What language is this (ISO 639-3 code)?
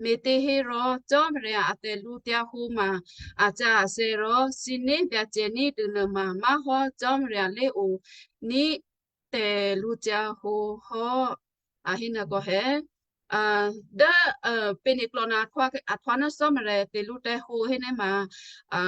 kyu